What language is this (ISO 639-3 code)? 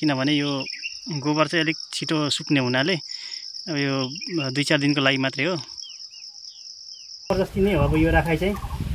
nep